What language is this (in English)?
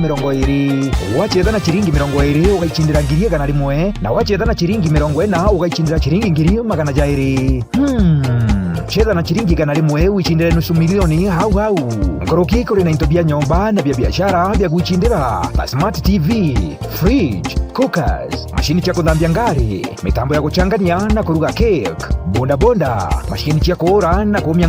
Meru